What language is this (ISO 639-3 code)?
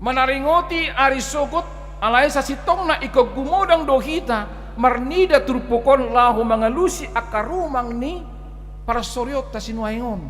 bbc